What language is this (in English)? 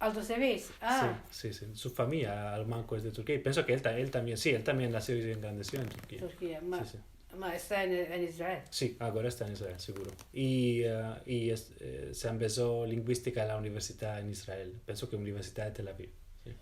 Ladino